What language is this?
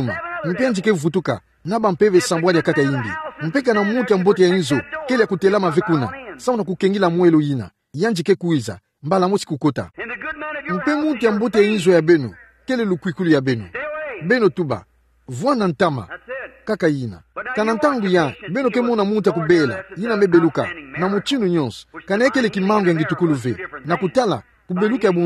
Kituba (Democratic Republic of Congo)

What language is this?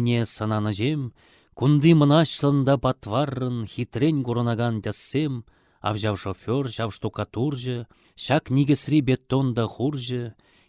Chuvash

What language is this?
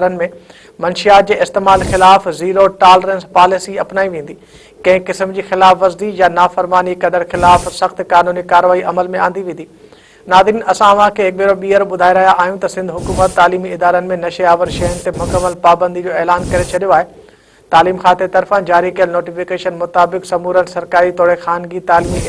Sindhi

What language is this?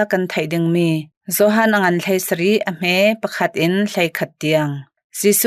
Hakha Chin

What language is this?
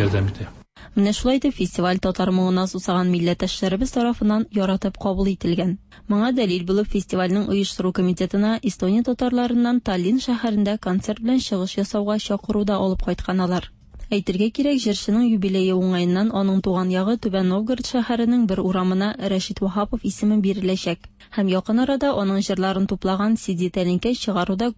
Tatar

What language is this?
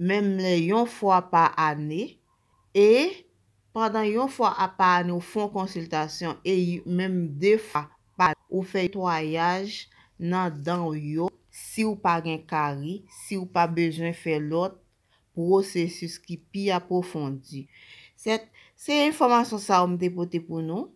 Haitian Creole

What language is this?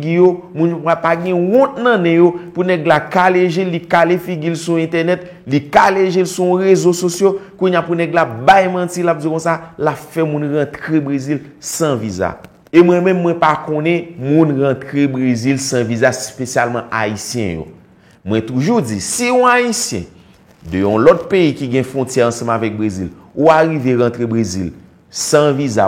Haitian Creole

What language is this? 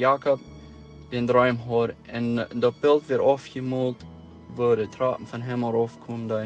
Plautdietsch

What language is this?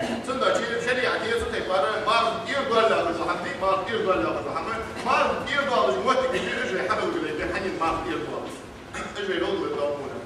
Ingush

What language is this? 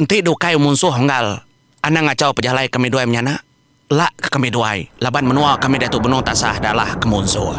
Iban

